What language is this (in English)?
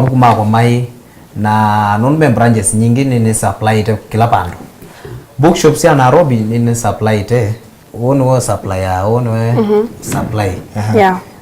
Kamba